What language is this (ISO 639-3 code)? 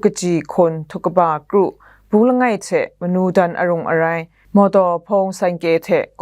kac